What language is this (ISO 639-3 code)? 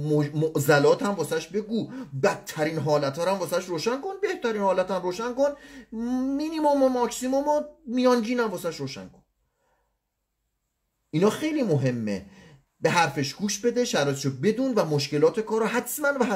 fas